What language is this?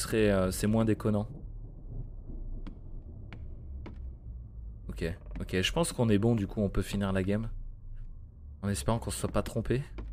French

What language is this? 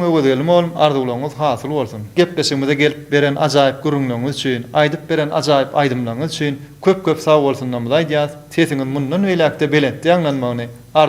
Turkmen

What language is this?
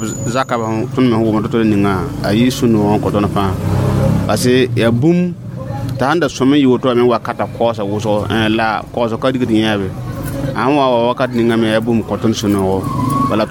Mossi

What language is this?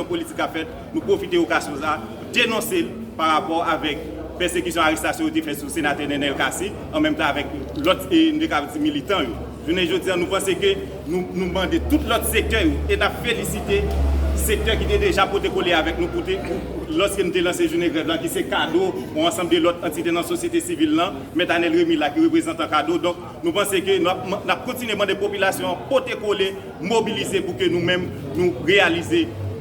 Haitian Creole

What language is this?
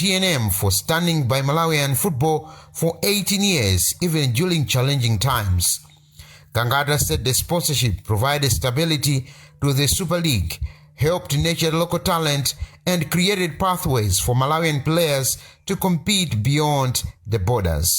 English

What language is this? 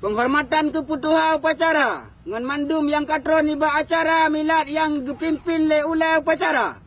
Achinese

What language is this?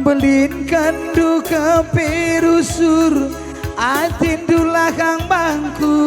Batak Karo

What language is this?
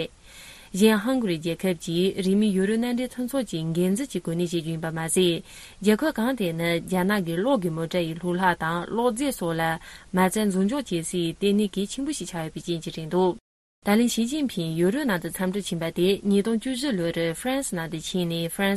Tibetan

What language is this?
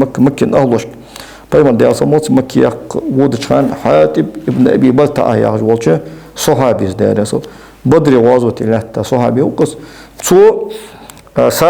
Ingush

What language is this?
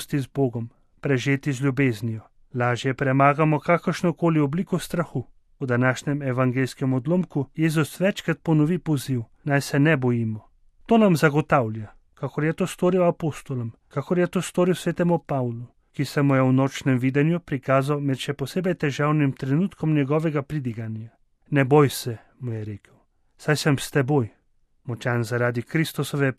Slovenian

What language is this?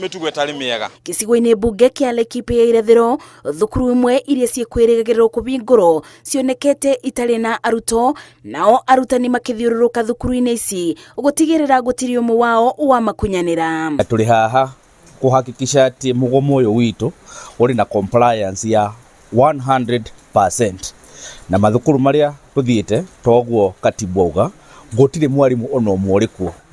Kikuyu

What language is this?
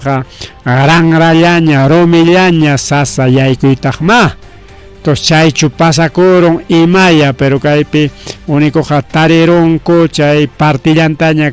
Ayacucho Quechua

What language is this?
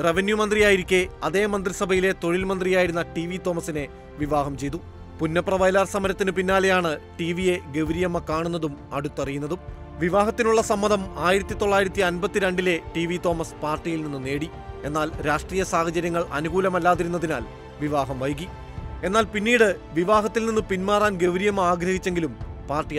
Malayalam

